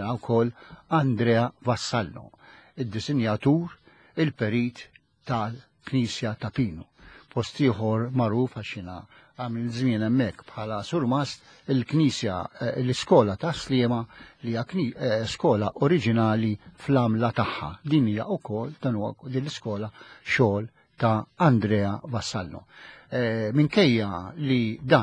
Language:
Maltese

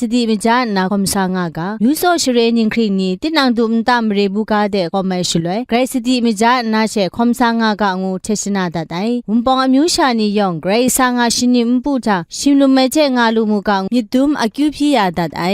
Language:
Kachin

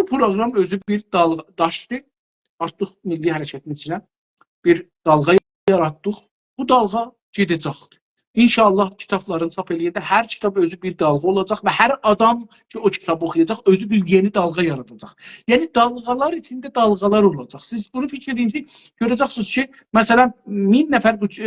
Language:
South Azerbaijani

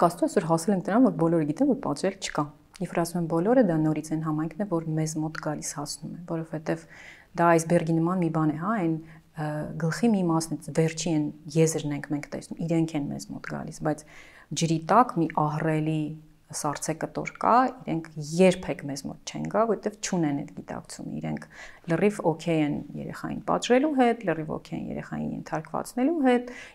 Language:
Armenian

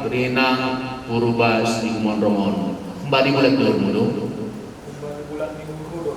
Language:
Batak Simalungun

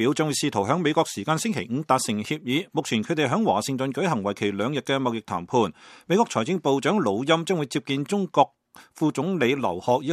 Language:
Cantonese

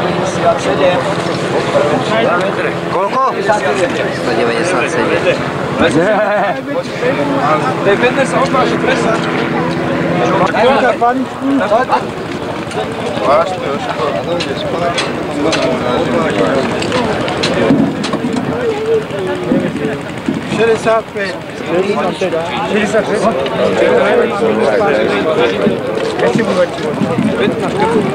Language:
Slovak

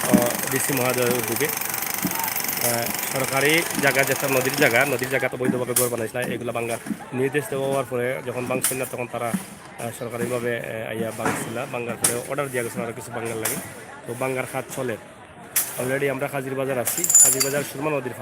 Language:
Sylheti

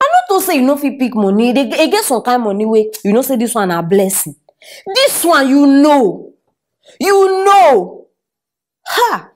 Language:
Nigerian Pidgin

